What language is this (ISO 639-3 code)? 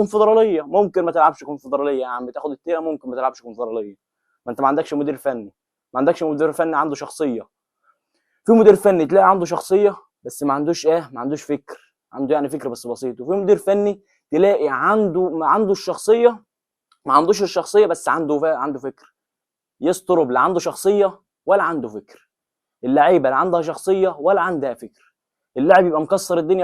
arz